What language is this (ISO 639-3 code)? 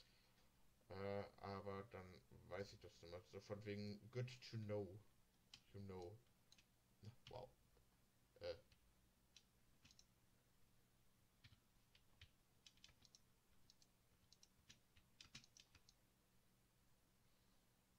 deu